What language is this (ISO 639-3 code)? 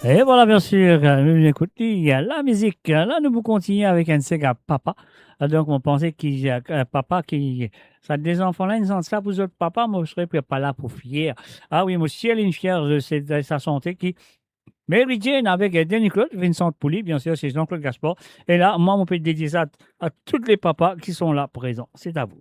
mfe